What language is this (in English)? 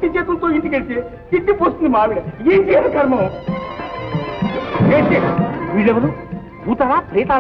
Telugu